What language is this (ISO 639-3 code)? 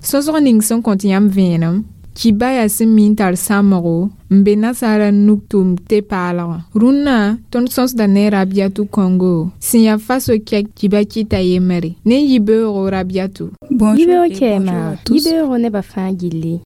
mos